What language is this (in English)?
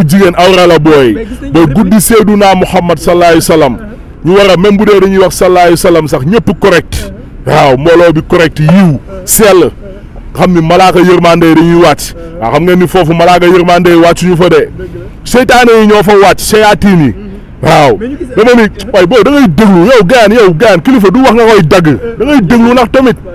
Wolof